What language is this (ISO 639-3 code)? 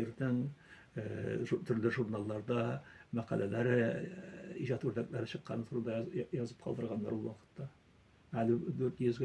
tat